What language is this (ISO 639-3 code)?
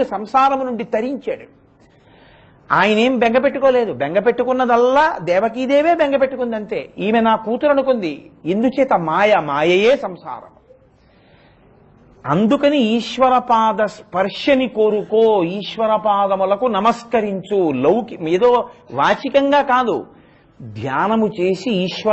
tel